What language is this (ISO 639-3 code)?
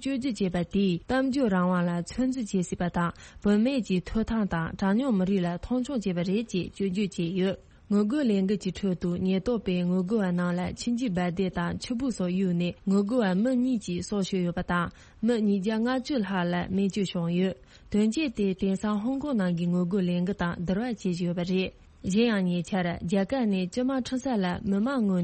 bod